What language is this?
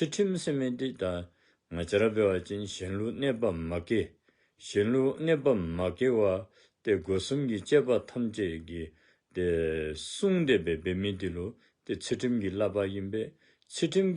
Dzongkha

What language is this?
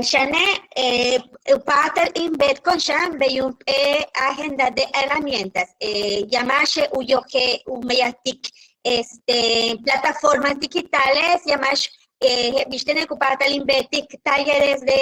Yucateco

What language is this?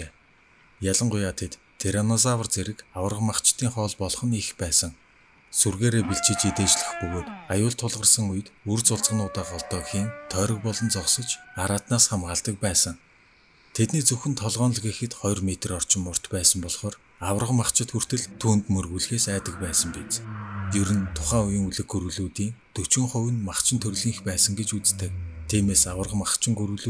Mongolian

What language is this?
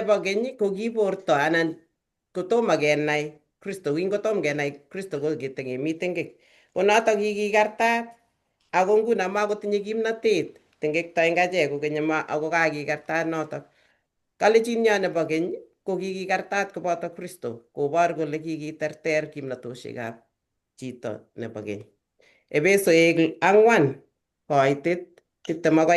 Kalenjin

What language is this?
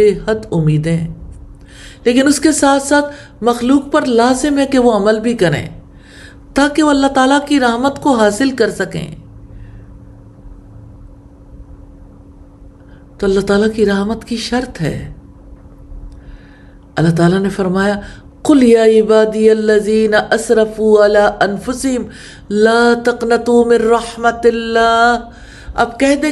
Urdu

